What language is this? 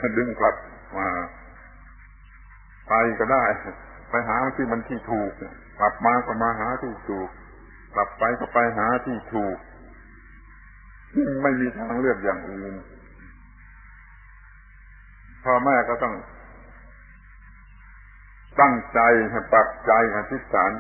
Thai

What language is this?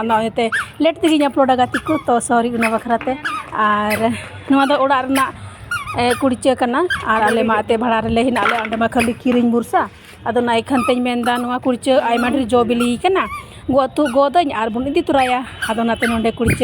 Santali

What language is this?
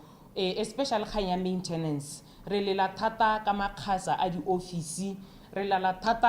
Tswana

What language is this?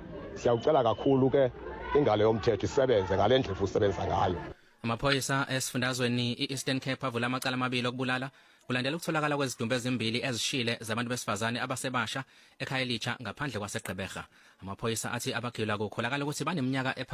Zulu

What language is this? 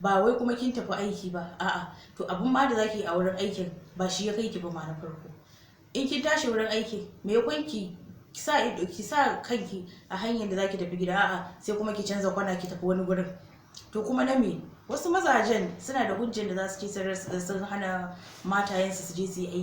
Hausa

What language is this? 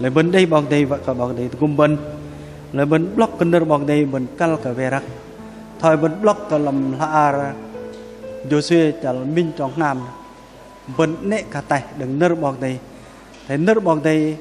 Bahnar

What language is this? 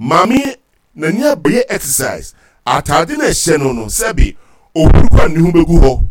Akan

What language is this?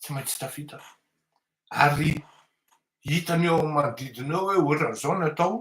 Malagasy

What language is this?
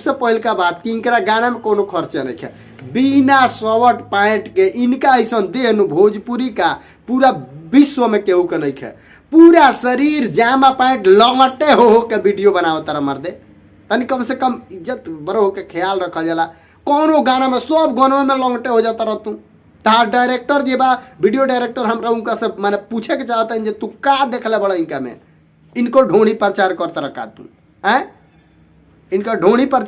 Bhojpuri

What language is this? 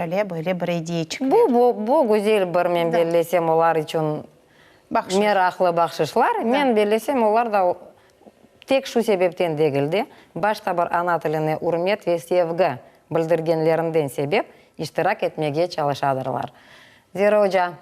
Crimean Tatar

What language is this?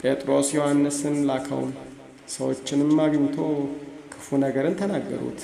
Amharic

